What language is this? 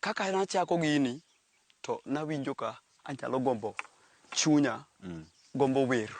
Luo (Kenya and Tanzania)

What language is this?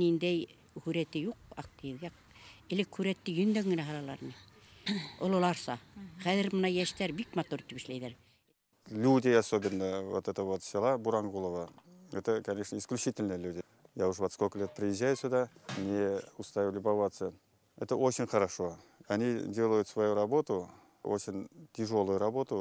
Bashkir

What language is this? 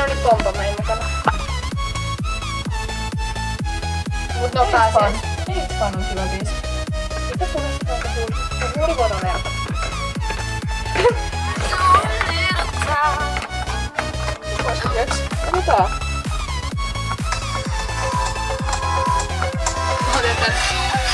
Finnish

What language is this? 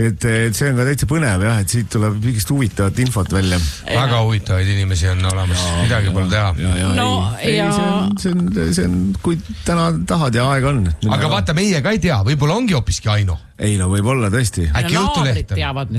Estonian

